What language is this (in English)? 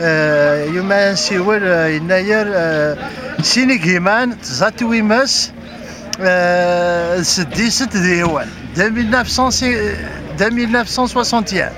Kabyle